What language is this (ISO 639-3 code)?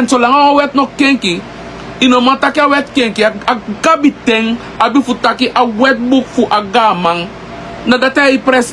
srn